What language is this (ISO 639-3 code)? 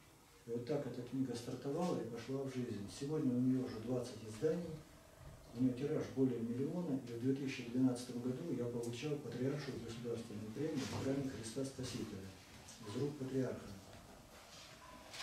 rus